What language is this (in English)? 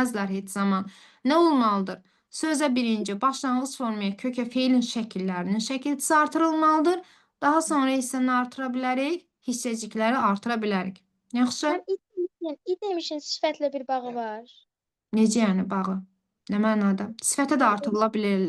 Azerbaijani